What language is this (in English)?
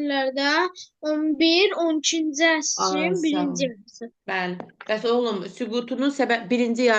Azerbaijani